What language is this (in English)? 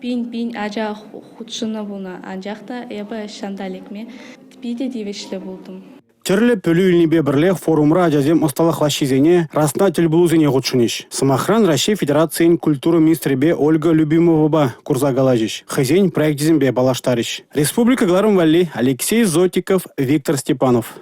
Chuvash